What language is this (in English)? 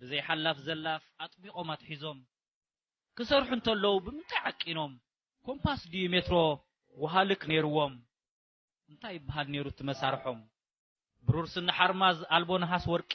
Tigrinya